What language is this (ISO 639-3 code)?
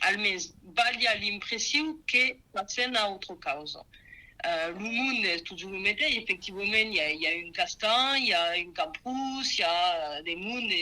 oci